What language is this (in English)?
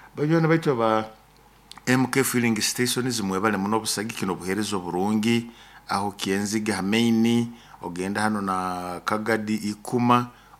Nyoro